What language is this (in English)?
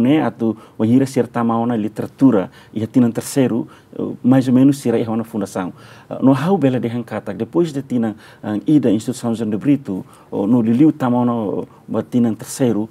Tetum